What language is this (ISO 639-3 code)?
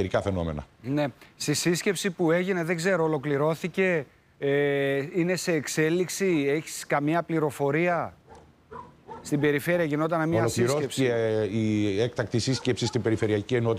ell